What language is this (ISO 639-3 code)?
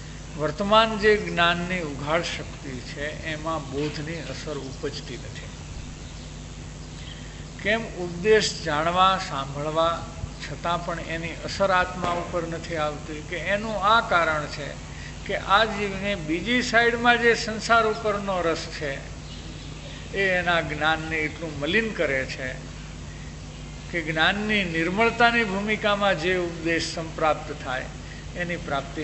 guj